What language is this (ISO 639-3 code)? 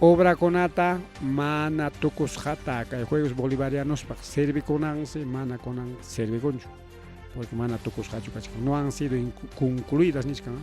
quy